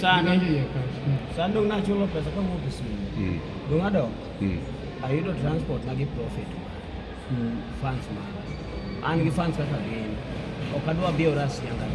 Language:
Luo (Kenya and Tanzania)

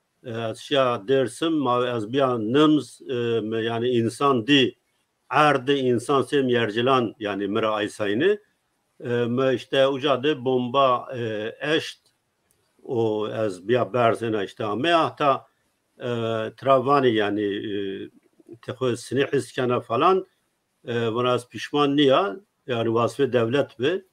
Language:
Zaza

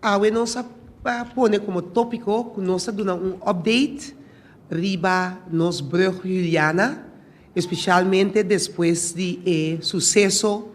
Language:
Papiamento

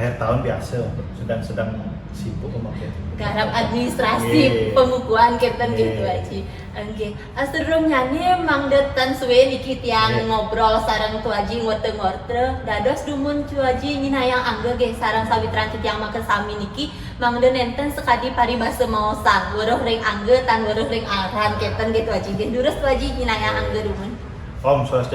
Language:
Balinese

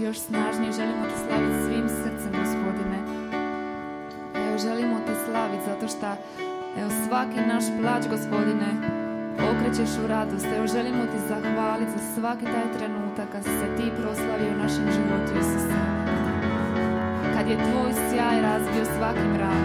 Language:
Croatian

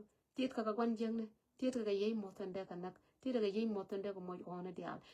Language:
Nuer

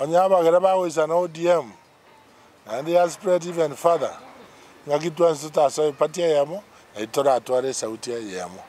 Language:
Gusii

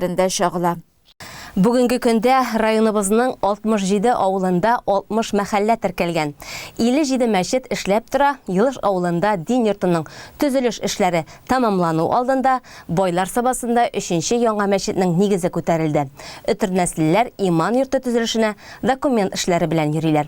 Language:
Tatar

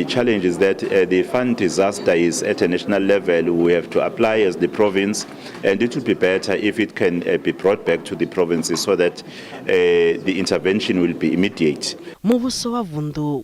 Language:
Venda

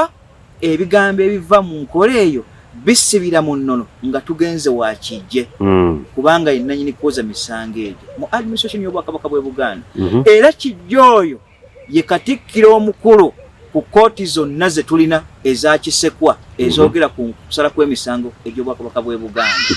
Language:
Ganda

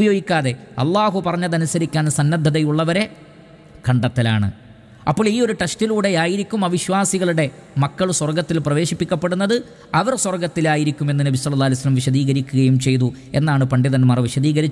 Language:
Malayalam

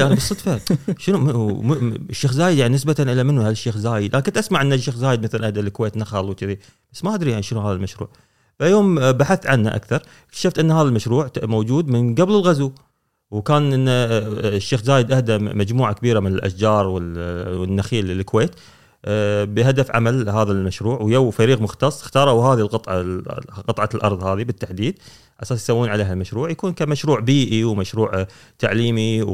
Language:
Gulf Arabic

